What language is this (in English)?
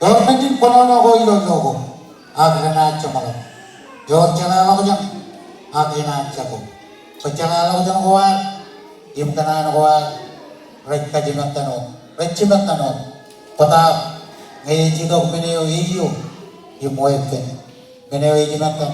Marshallese